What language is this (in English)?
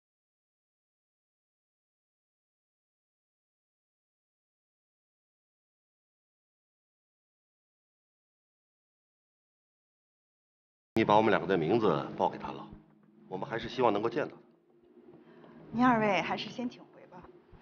Chinese